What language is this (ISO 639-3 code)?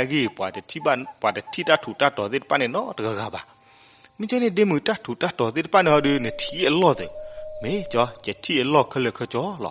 ksw